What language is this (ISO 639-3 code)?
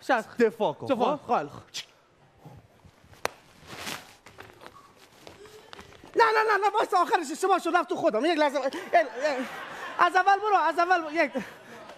fas